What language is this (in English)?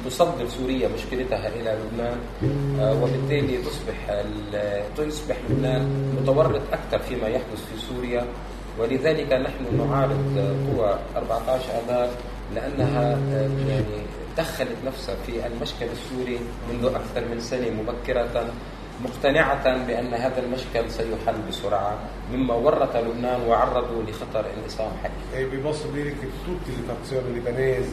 Italian